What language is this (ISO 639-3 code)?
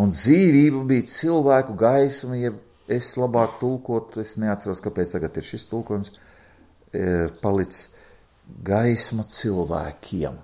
lav